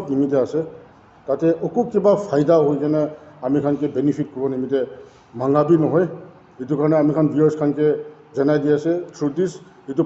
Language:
Naga Pidgin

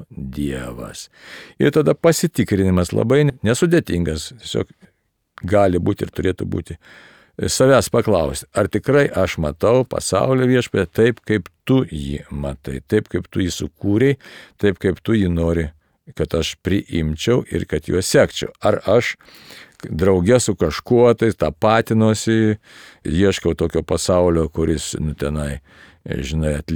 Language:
Lithuanian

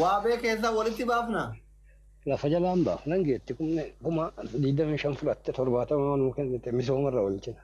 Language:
Oromo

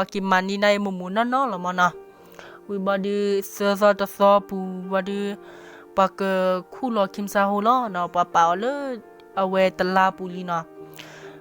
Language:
S'gaw Karen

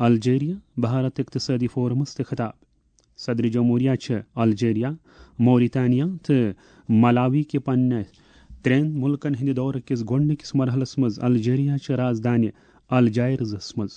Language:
Kashmiri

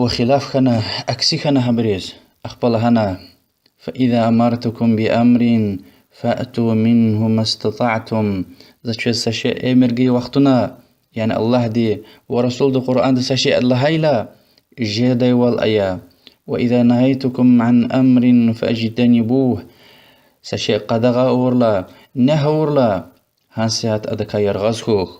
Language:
Lezghian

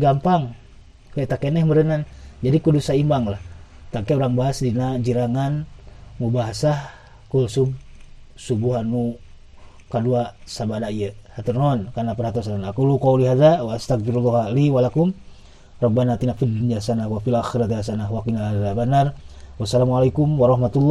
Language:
Sundanese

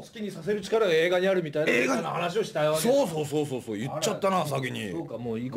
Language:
Japanese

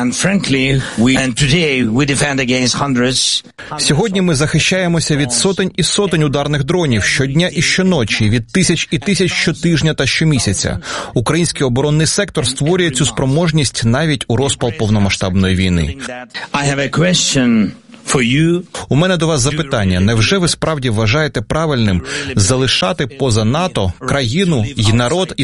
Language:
Ukrainian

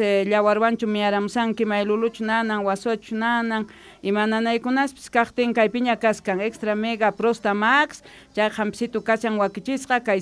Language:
South Bolivian Quechua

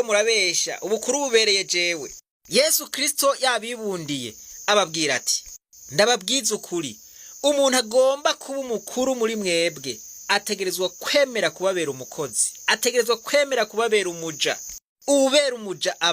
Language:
Rundi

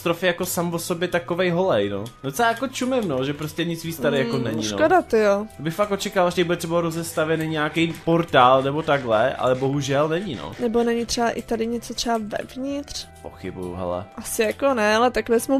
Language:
Czech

